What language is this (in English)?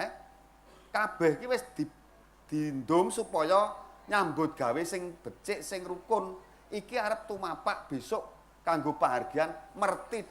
Javanese